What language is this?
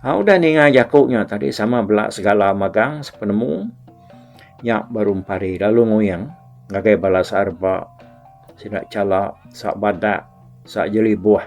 Iban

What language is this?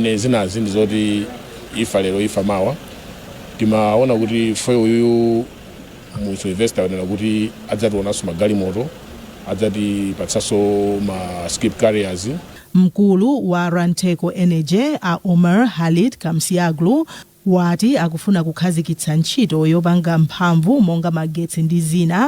Nyanja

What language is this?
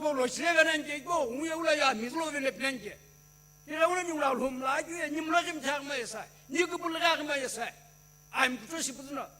Sumi Naga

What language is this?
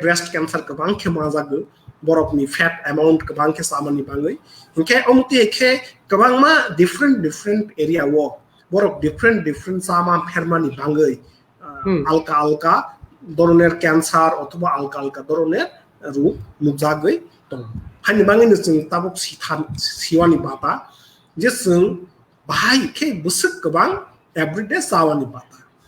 Kok Borok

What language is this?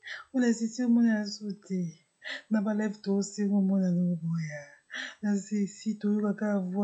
Lingala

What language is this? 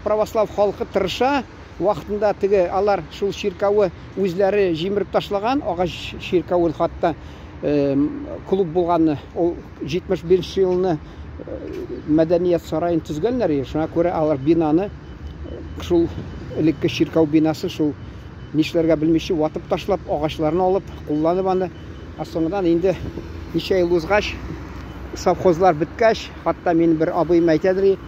Tatar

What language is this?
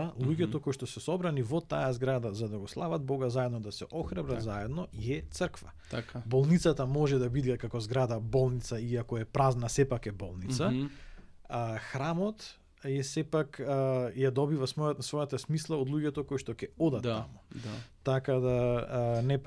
Macedonian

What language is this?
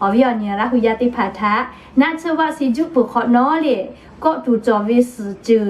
Lahu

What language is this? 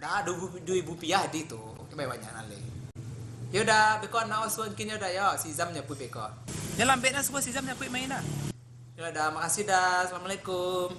Minangkabau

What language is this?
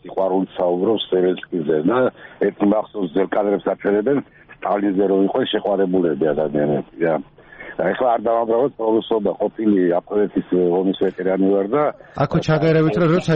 Georgian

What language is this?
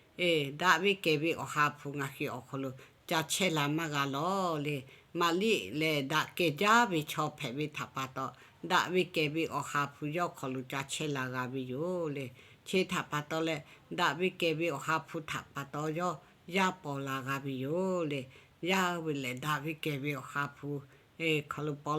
Lahu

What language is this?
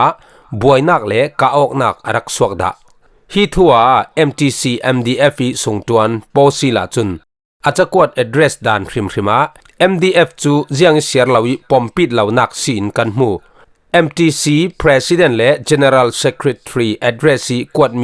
Falam Chin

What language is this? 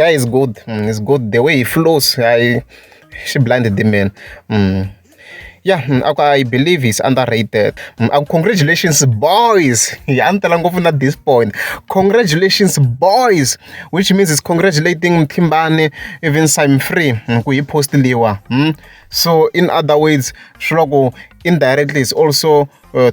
Tsonga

